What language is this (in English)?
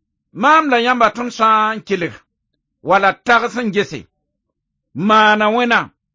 Mossi